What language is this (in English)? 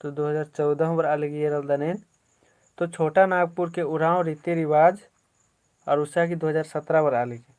Kurukh